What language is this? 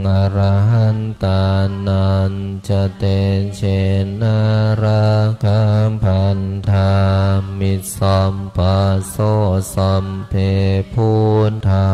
Pali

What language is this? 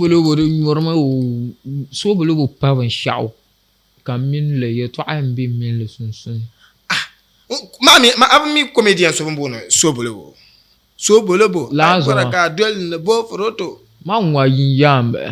Dagbani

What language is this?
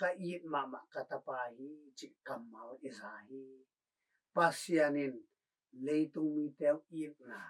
Tedim Chin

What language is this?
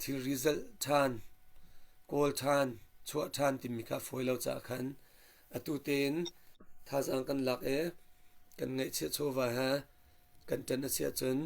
Hakha Chin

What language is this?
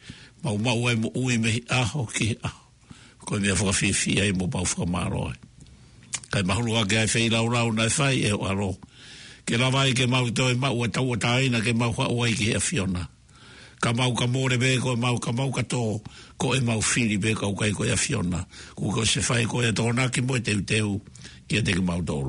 Tongan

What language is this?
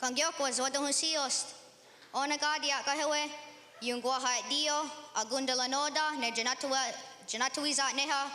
Mohawk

